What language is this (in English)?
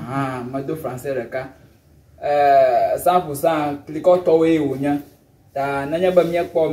Ewe